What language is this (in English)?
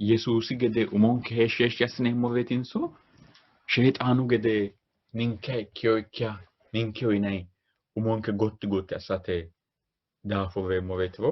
Sidamo